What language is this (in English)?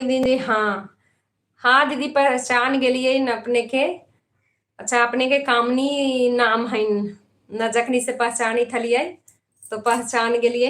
Magahi